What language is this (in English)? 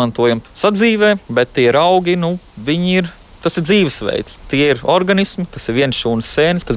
Latvian